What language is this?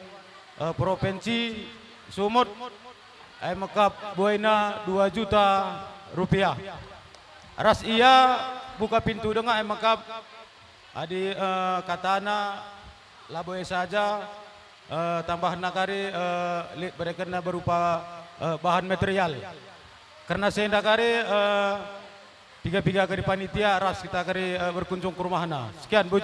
Batak Karo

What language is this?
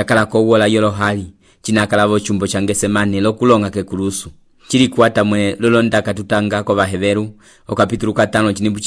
Umbundu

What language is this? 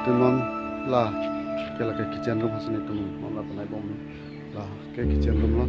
Karbi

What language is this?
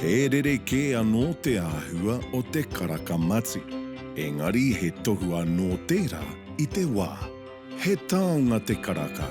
Māori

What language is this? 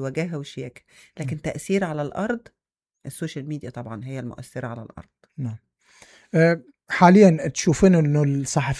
Mesopotamian Arabic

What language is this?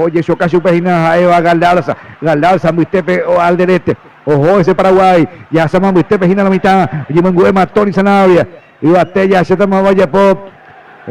Guarani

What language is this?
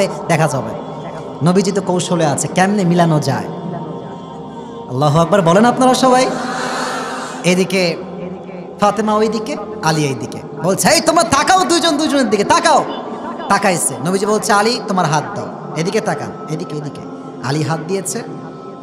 Bangla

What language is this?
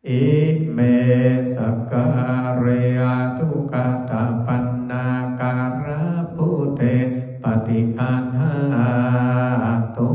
Pali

